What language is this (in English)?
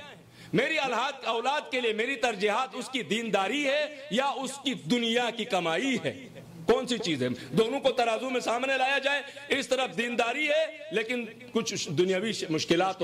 Urdu